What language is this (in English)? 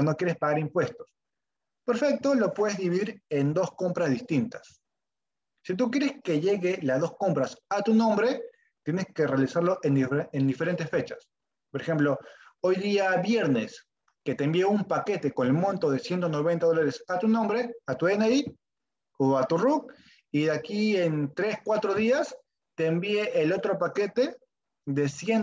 Spanish